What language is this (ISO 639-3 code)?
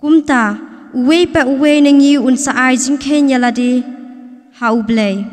kha